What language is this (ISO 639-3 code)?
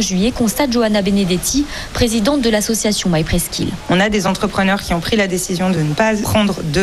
fra